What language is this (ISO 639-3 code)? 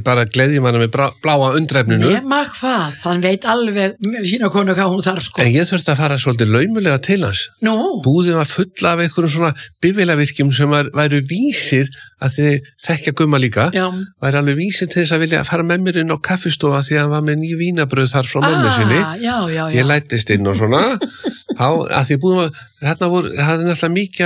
isl